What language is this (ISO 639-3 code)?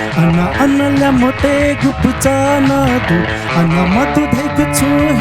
new